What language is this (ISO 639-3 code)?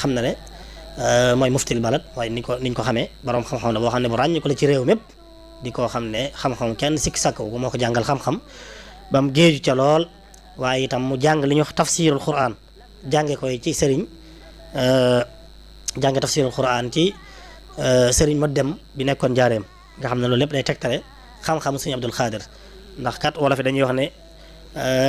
wol